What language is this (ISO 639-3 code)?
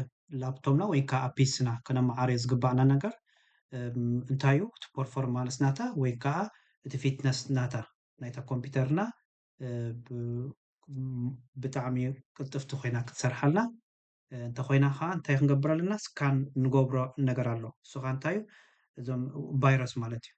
tir